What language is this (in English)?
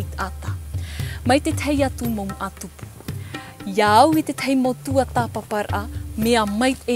Tahitian